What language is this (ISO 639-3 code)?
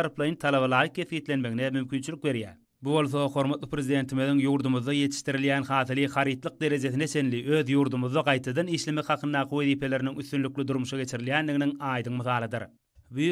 tuk